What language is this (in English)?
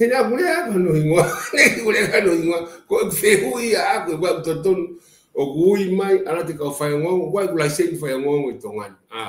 Tongan